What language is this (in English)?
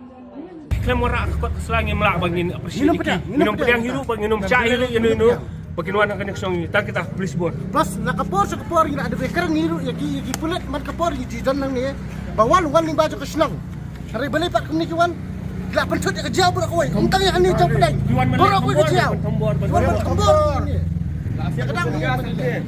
Khasi